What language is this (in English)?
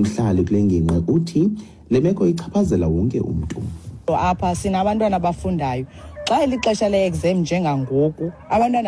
Xhosa